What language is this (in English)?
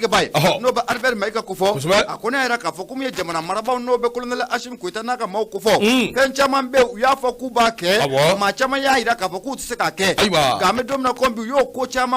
Bambara